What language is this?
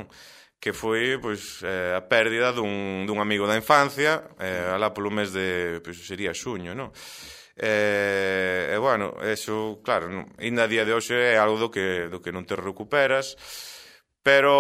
Galician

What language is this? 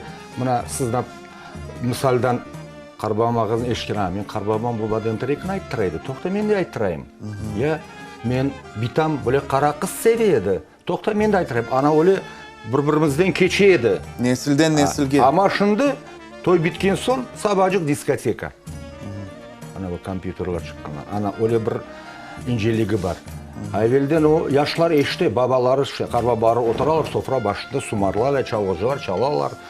Crimean Tatar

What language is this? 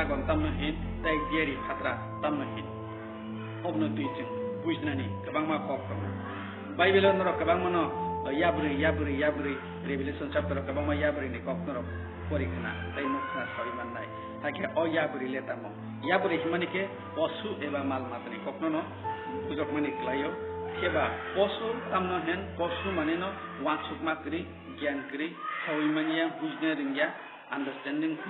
Kok Borok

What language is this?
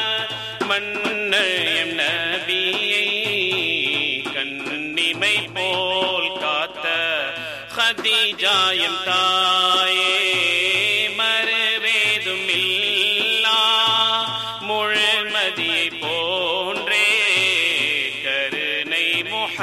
Tamil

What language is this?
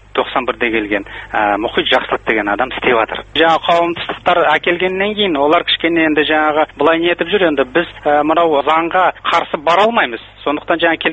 Kazakh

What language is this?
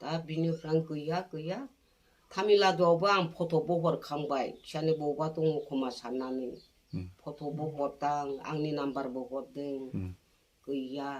Bodo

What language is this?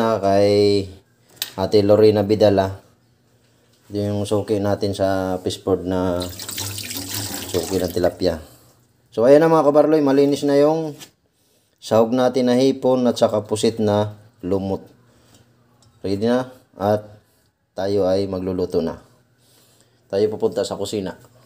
Filipino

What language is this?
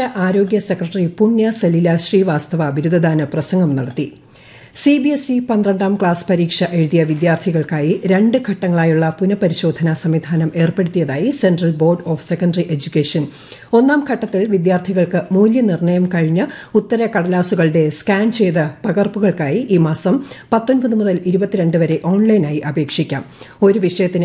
Malayalam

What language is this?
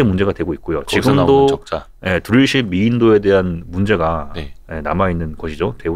Korean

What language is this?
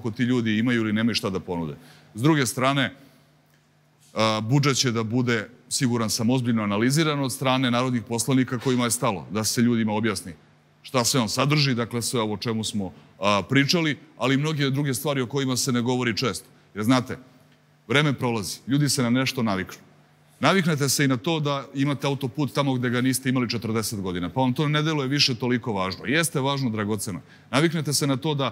Serbian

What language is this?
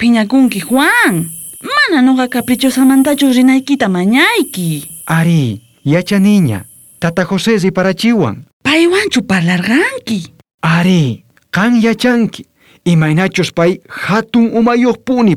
South Bolivian Quechua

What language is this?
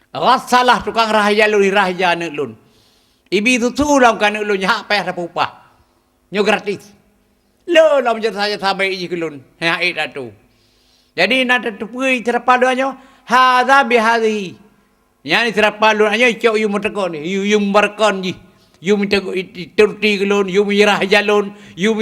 Achinese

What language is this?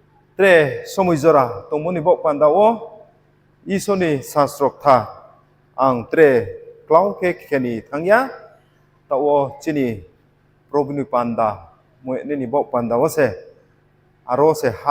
Riang (India)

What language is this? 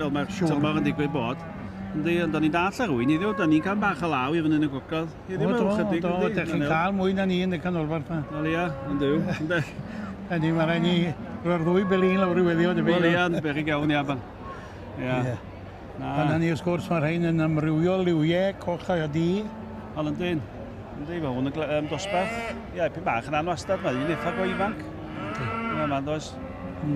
Welsh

